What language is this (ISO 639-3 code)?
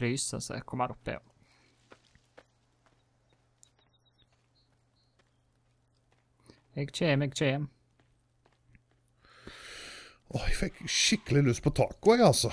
nor